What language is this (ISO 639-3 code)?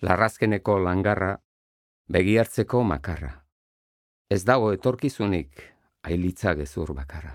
eus